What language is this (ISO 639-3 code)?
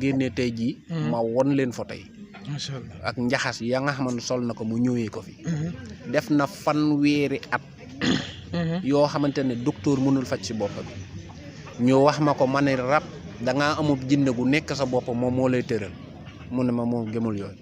wol